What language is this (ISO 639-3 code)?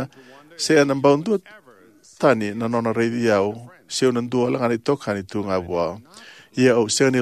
fij